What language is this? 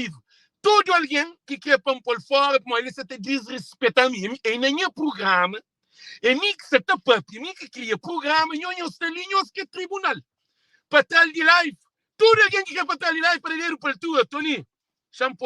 Kabuverdianu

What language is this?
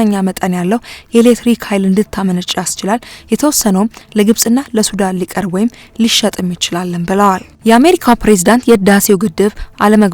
Amharic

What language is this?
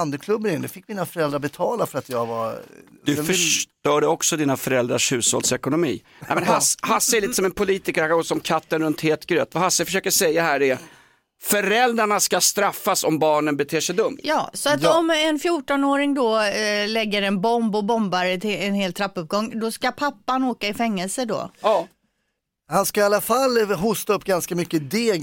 Swedish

